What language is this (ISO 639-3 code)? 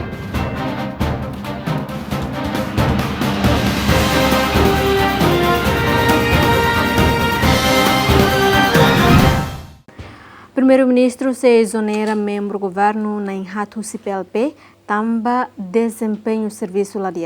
tet